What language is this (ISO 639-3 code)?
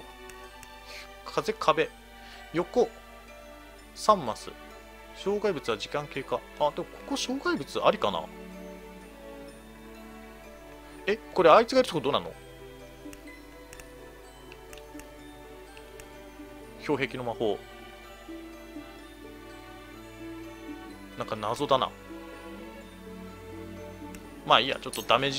jpn